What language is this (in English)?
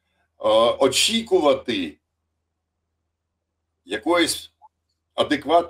Ukrainian